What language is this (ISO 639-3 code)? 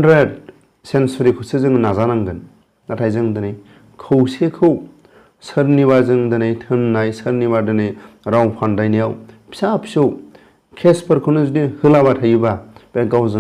brx